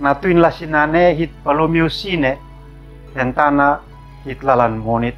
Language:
Uab Meto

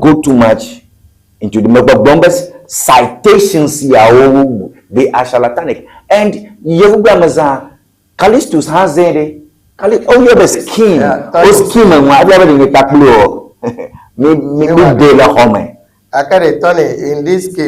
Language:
Ewe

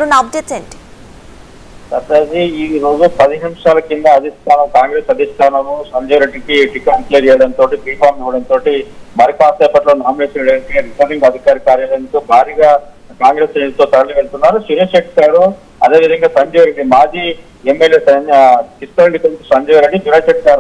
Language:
Telugu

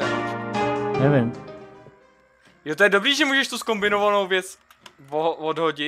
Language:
Czech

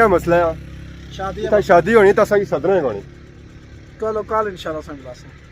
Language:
Pahari-Potwari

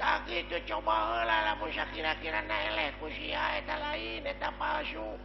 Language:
Sundanese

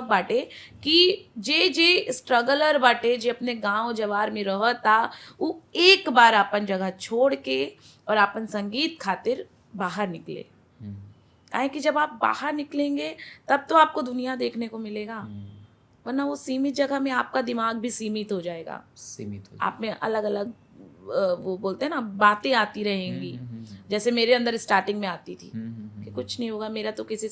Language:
Bhojpuri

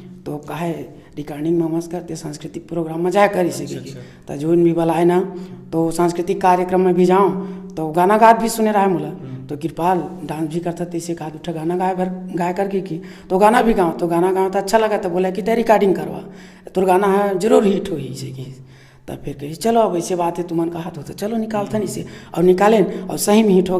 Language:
Chhattisgarhi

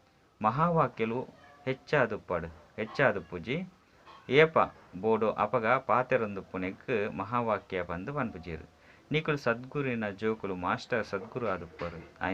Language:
Tulu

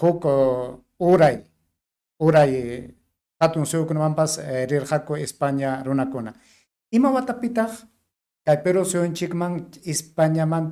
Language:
Ayacucho Quechua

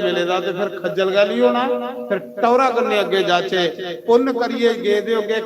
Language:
Dogri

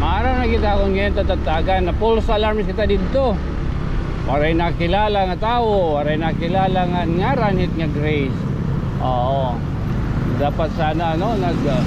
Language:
Waray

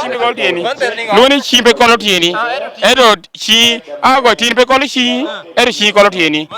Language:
Lango (Uganda)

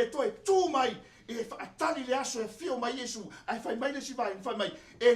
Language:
Samoan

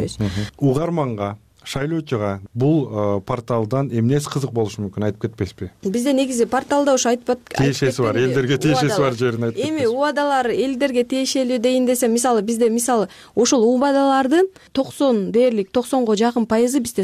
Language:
Kyrgyz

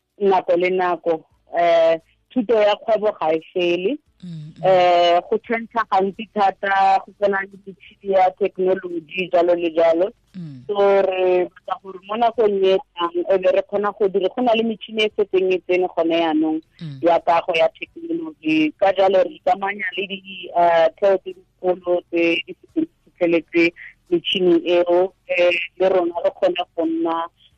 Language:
Tswana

